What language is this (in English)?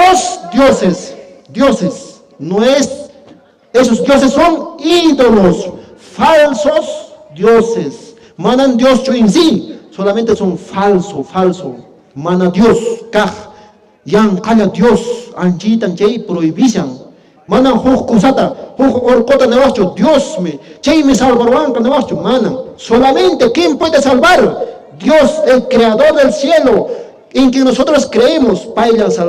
Quechua